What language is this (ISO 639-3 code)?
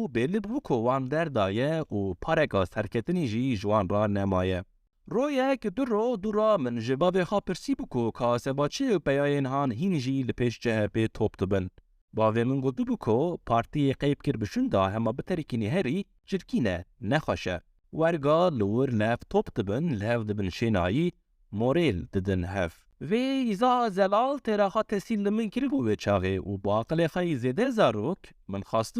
kur